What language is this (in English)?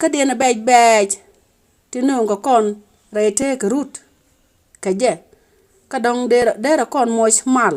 Nuer